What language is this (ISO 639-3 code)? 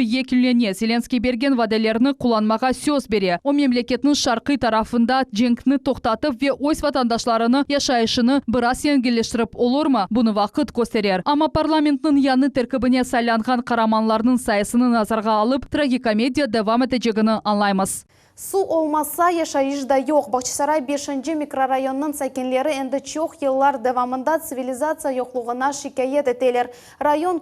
crh